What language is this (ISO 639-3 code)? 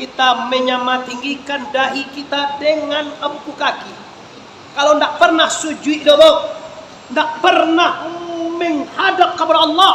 min